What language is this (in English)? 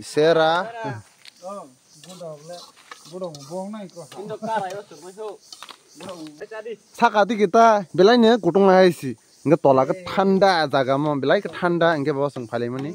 Kok Borok